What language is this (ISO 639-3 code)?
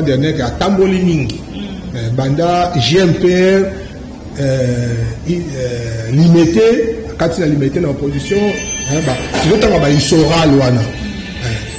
lin